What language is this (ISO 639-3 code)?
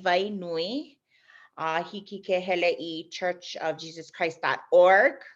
haw